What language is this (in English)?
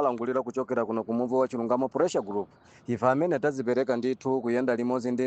Nyanja